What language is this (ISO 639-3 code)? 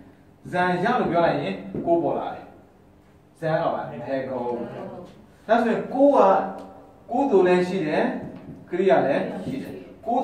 mya